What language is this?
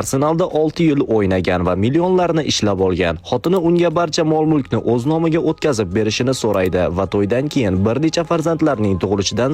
Uzbek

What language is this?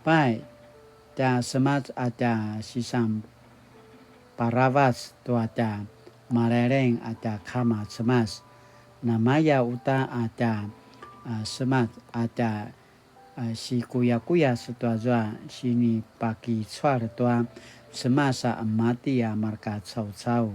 Paiwan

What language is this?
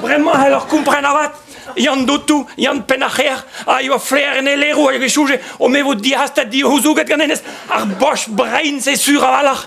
Breton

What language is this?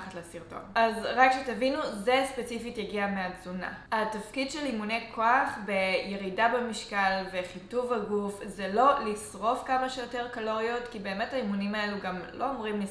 Hebrew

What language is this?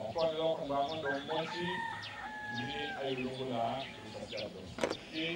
Tetela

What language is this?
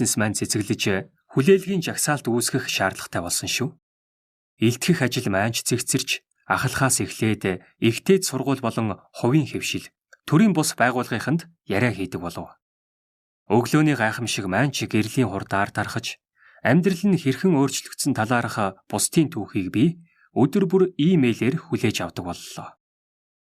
Mongolian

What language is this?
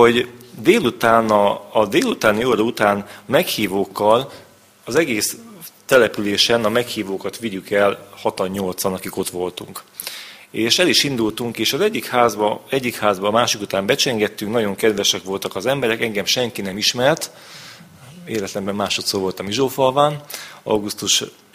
Hungarian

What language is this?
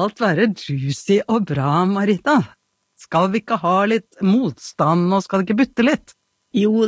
Norwegian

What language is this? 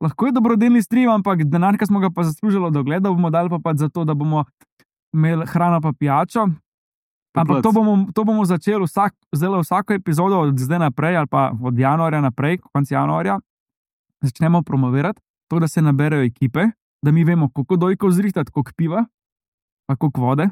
Slovenian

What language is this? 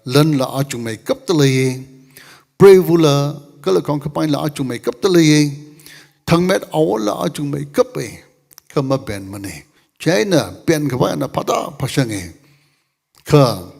Tangkhul Naga (India)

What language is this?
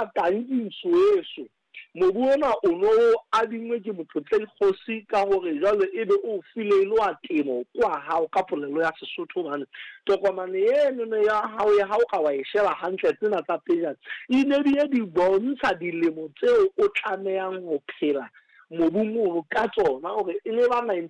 Southern Sotho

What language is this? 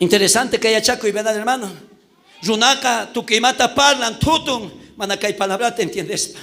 South Bolivian Quechua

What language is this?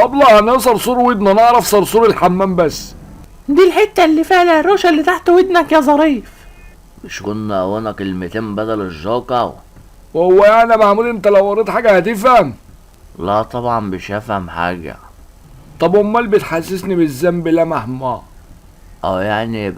Egyptian Arabic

